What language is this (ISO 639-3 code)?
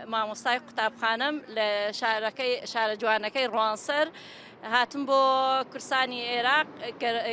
ckb